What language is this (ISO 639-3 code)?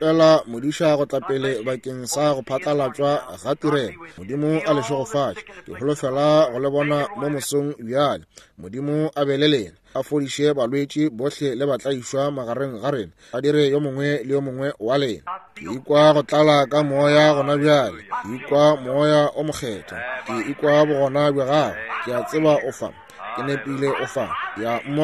nso